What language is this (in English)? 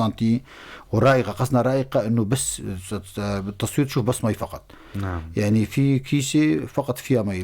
North Levantine Arabic